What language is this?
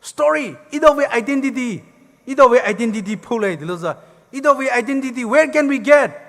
Poumei Naga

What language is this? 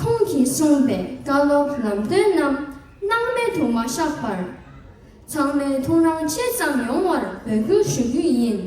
Tibetan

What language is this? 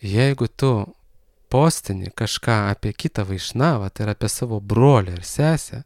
Lithuanian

